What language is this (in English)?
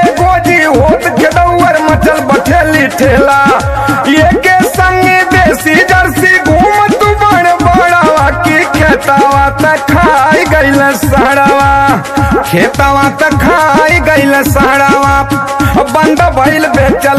Bhojpuri